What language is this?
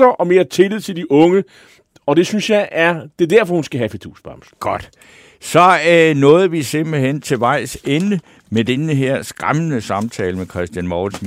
Danish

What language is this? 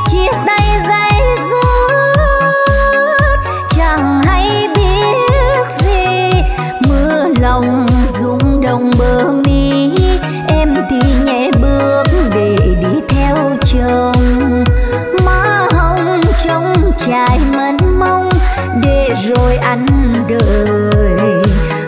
Vietnamese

